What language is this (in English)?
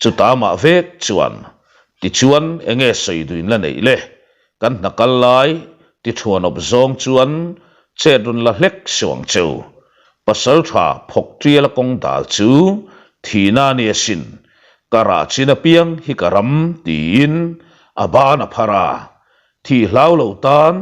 Mizo